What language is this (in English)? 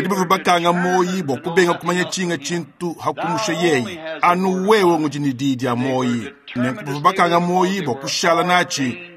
Luba-Lulua